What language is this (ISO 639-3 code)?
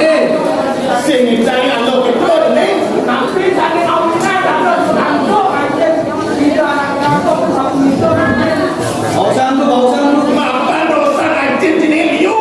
ban